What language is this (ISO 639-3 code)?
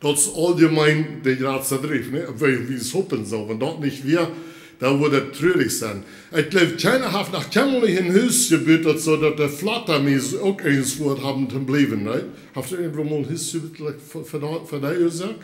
pdt